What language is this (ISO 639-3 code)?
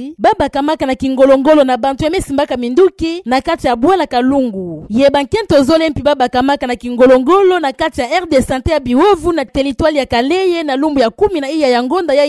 ktu